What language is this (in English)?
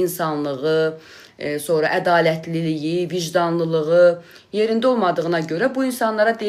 Azerbaijani